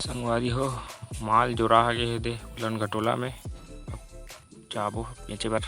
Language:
Chhattisgarhi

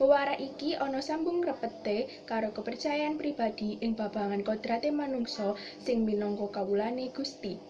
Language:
Javanese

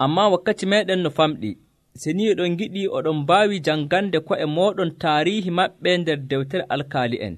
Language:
Nigerian Fulfulde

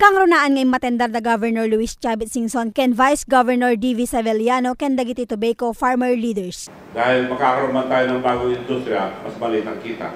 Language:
Iloko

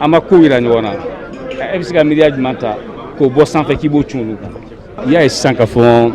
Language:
Bambara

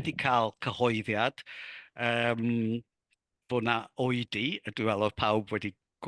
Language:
Welsh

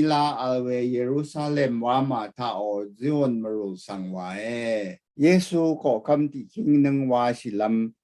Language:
Rawang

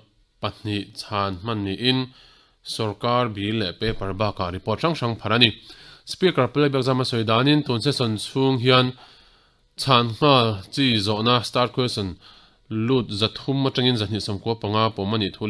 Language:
Mizo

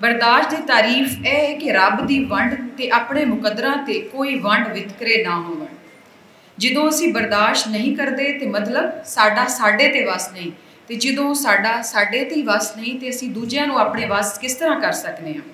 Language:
Western Panjabi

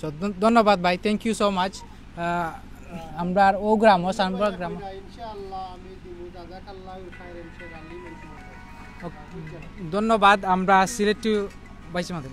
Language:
Sylheti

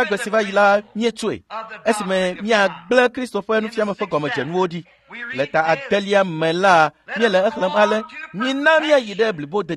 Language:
Ewe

